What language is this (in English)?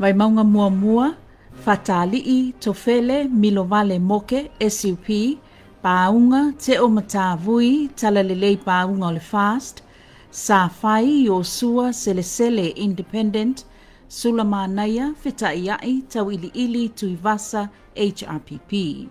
Samoan